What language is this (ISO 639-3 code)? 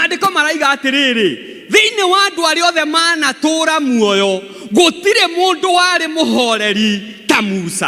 kik